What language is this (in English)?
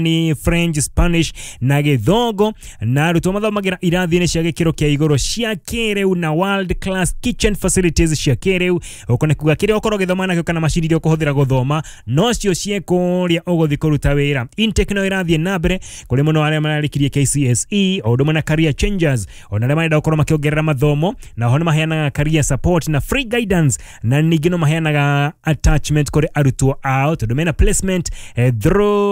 Kikuyu